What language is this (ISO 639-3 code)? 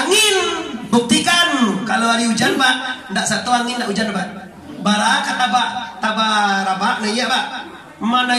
min